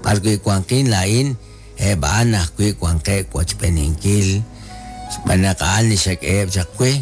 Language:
Kekchí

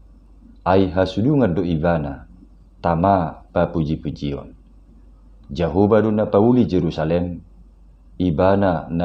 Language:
Batak Toba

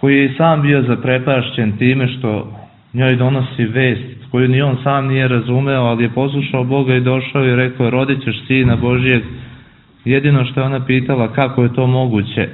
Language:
Serbian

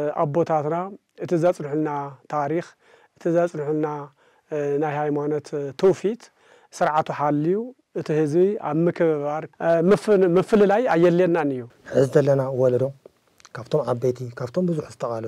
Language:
Tigrinya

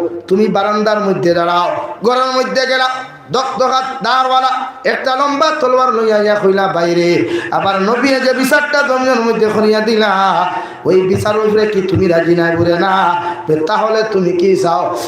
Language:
Sylheti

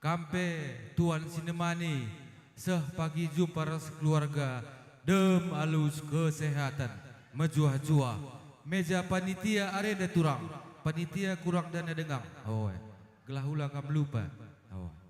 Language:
Batak Karo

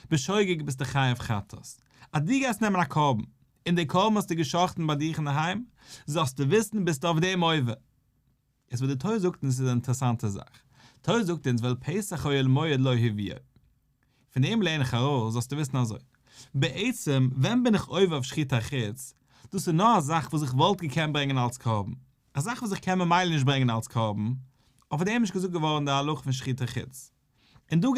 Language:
Yiddish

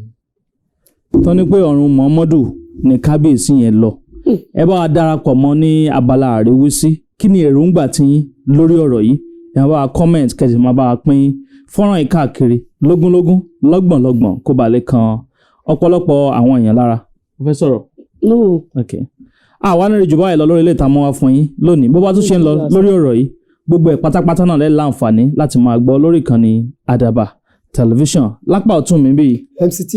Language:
Yoruba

